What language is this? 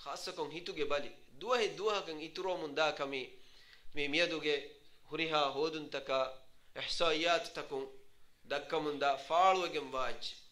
Divehi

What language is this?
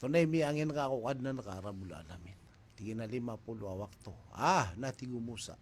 Maranao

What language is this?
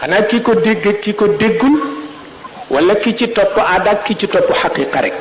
Wolof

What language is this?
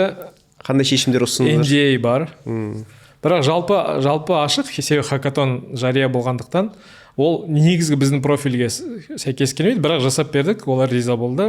Kazakh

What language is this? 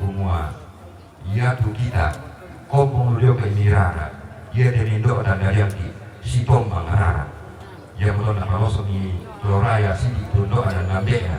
Toraja-Sa'dan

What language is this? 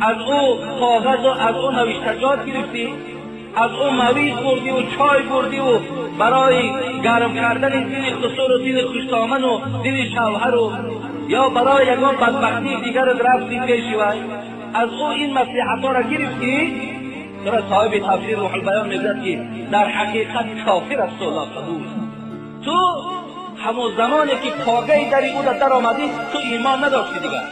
Tajik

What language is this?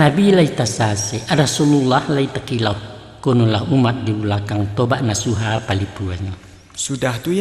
Minangkabau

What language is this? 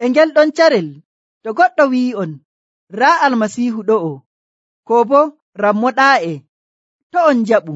Nigerian Fulfulde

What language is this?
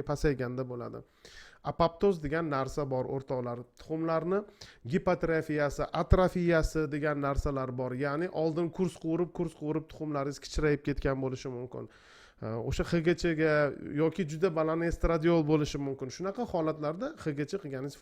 Uzbek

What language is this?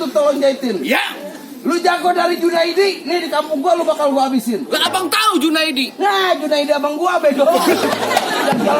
Betawi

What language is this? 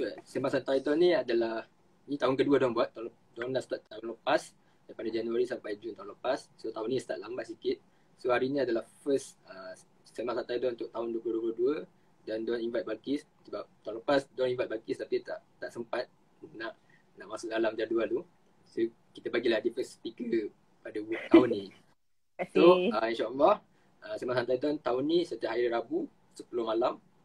Malay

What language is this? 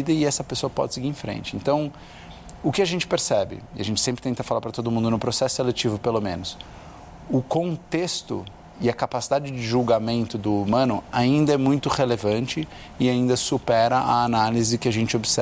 Portuguese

